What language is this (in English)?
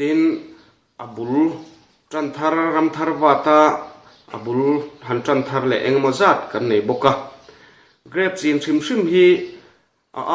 Mizo